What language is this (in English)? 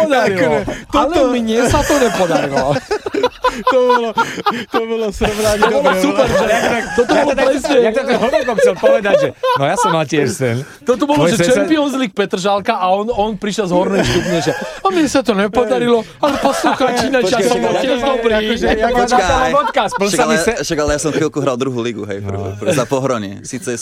Slovak